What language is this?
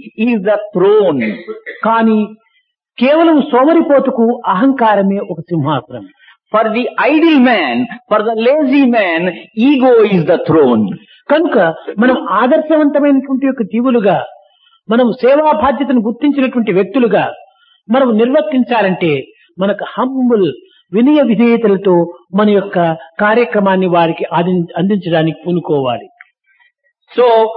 Telugu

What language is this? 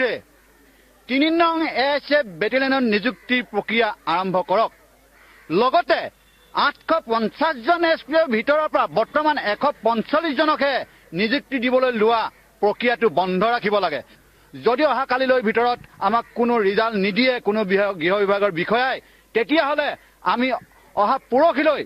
Assamese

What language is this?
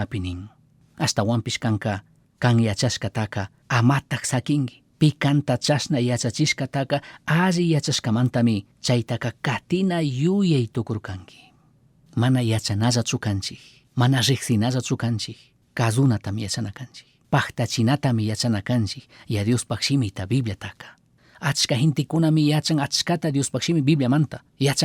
Chimborazo Highland Quichua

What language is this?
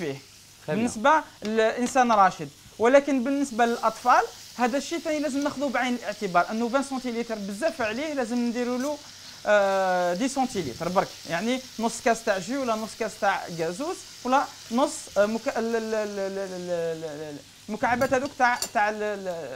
Algerian Arabic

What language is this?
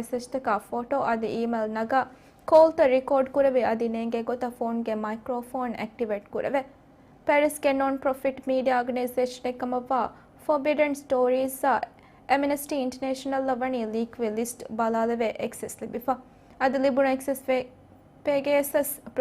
Divehi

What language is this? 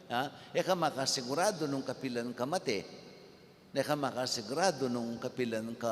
Pampanga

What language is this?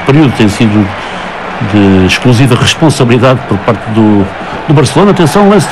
Portuguese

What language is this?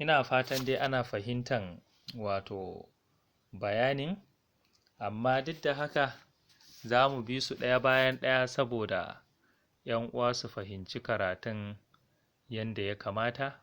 Hausa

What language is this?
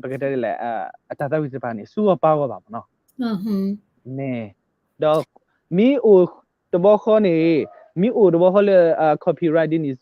S'gaw Karen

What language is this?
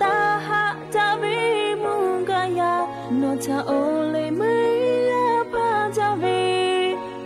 Lahu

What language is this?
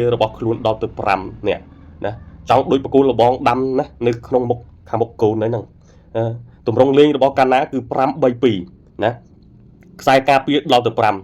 Khmer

